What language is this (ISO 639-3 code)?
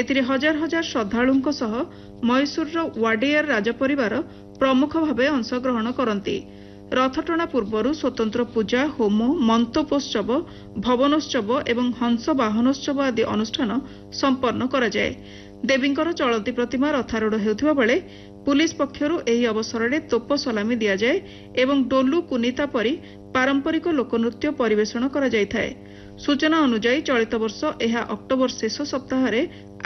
ori